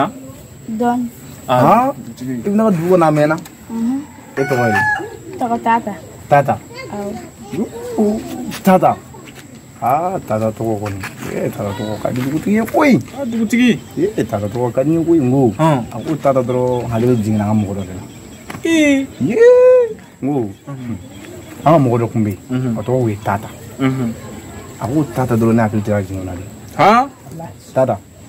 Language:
Bambara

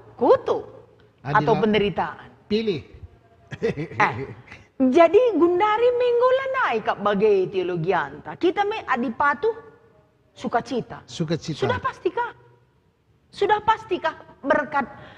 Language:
Batak Karo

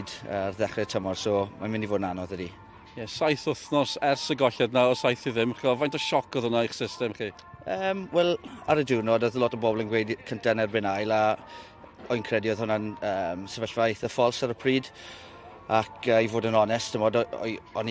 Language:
Welsh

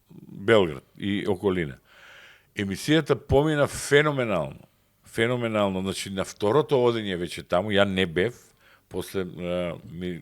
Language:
Macedonian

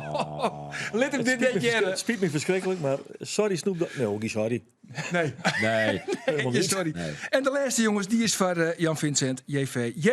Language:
Western Frisian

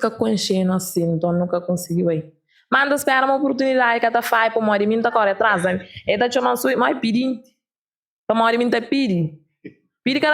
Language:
Kabuverdianu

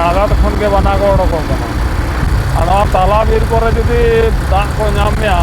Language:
Santali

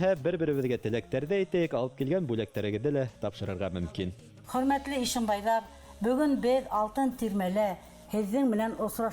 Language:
Bashkir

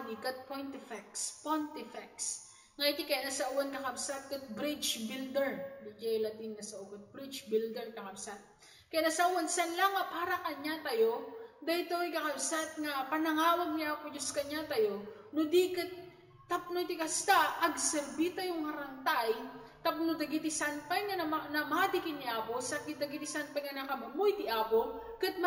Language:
Iloko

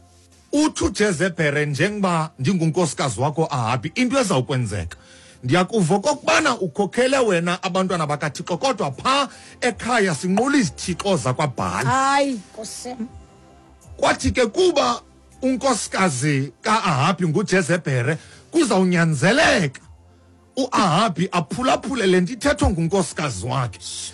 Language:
Xhosa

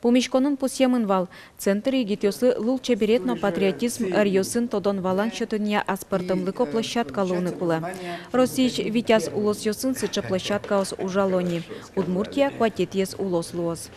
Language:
Udmurt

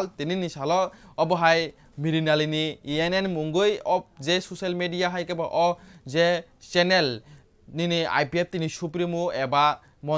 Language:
Kok Borok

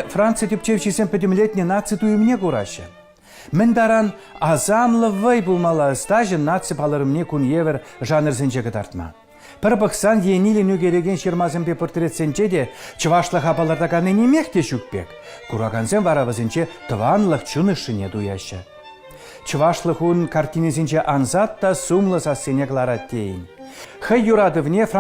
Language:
Chuvash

